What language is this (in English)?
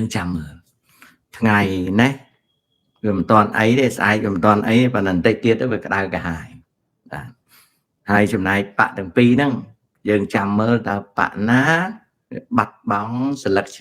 Khmer